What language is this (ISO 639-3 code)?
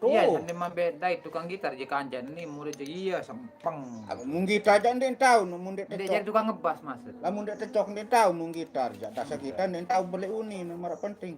sas